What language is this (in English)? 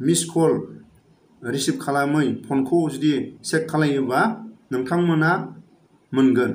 Bodo